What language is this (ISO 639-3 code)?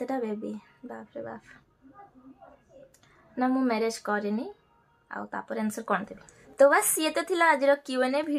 ori